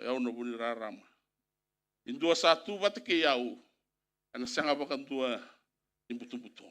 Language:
Fijian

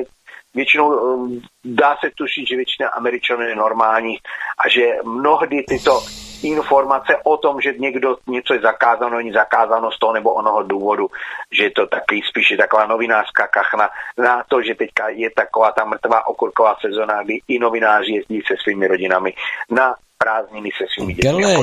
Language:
Czech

